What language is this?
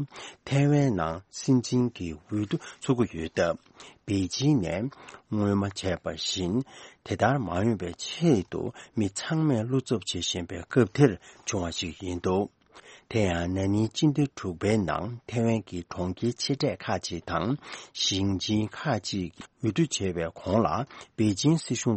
Tibetan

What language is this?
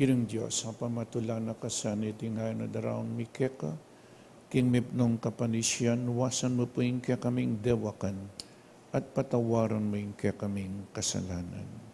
Pampanga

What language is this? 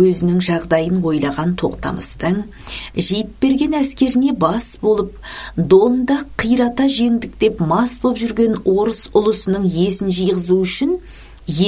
Kazakh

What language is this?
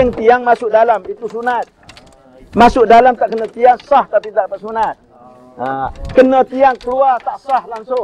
Malay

